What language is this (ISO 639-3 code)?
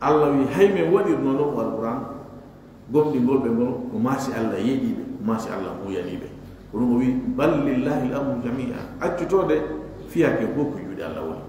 ful